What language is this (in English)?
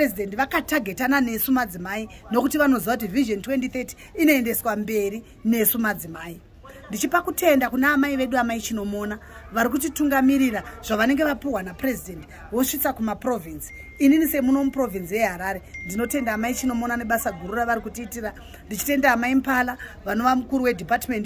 Shona